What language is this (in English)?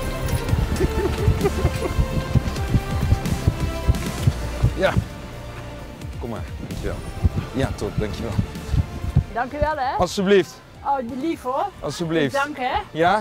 Dutch